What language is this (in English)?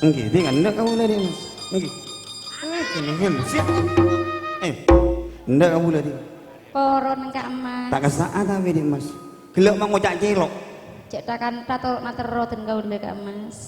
Madurese